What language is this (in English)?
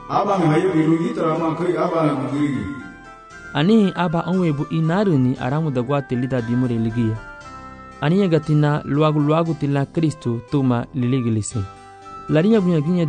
Garifuna